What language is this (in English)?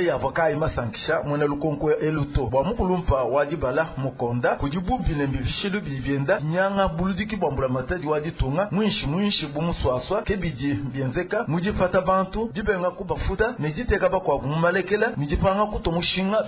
Luba-Lulua